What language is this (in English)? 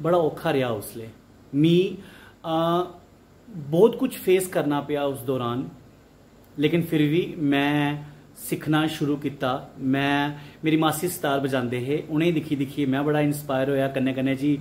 Dogri